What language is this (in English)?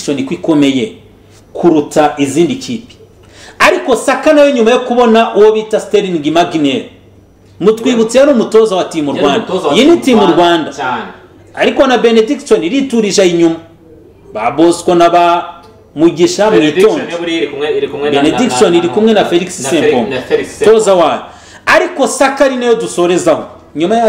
Kinyarwanda